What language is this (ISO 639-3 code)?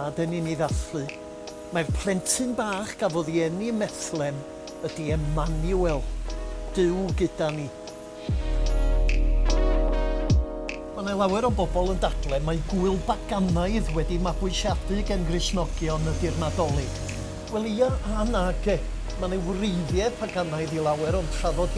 cym